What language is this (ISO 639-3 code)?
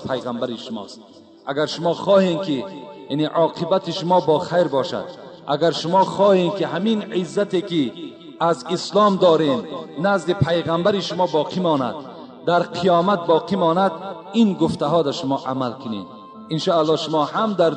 tgk